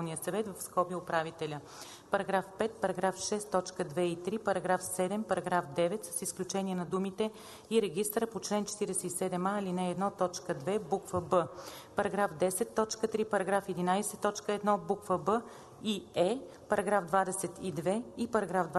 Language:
Bulgarian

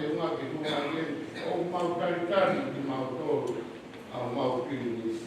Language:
Tongan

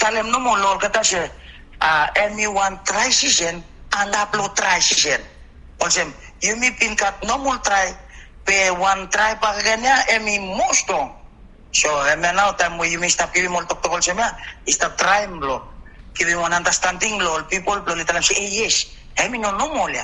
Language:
Bislama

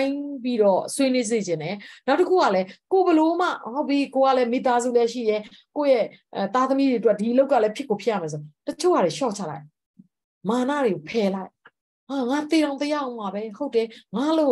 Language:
Burmese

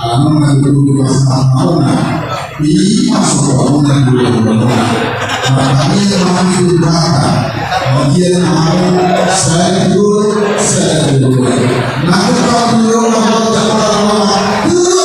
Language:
Batak Toba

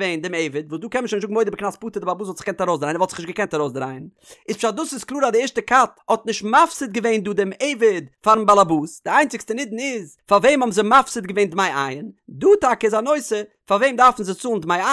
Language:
Yiddish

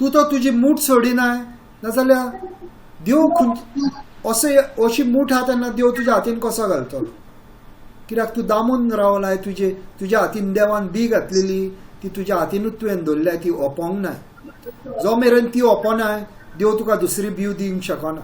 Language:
Konkani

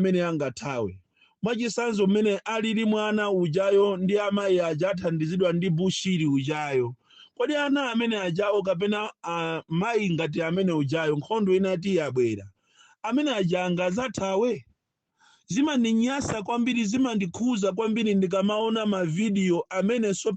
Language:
Nyanja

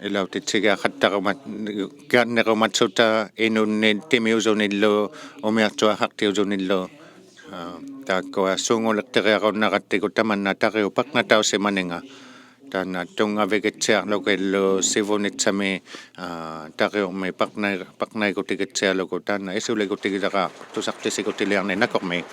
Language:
Inuktitut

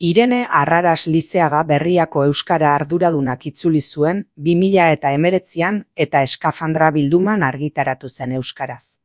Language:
Basque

